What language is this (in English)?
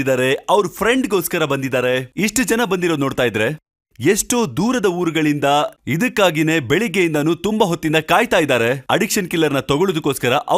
Kannada